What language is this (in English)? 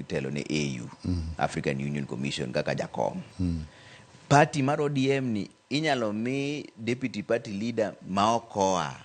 Luo (Kenya and Tanzania)